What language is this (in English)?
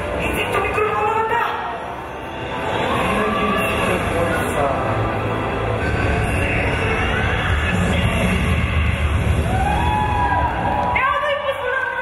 Bulgarian